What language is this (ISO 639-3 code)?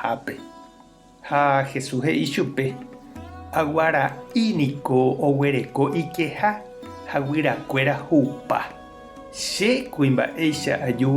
grn